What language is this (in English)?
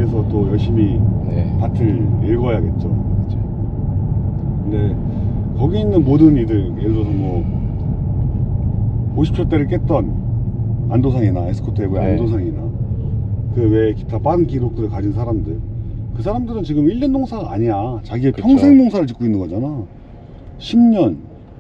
Korean